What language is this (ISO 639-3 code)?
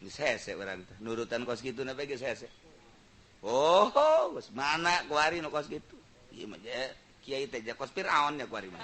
sun